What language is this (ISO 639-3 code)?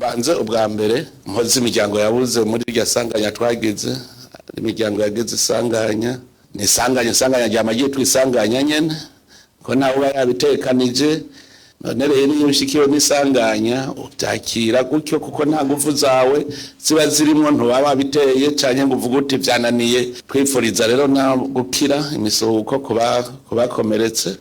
run